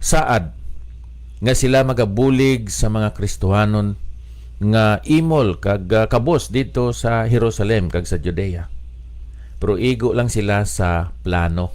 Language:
Hiligaynon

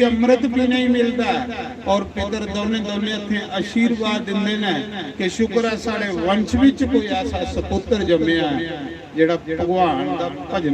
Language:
Dogri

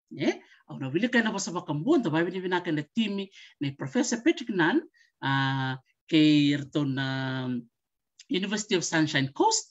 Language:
Fijian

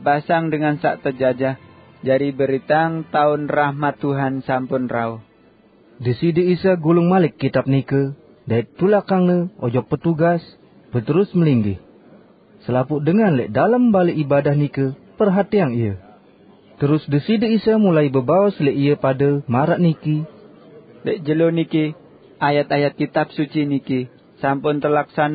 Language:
Sasak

